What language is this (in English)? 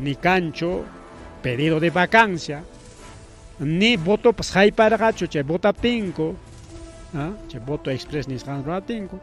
Ayacucho Quechua